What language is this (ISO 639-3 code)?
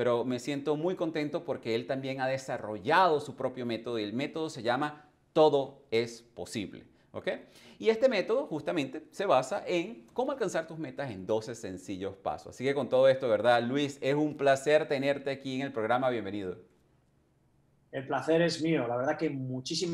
spa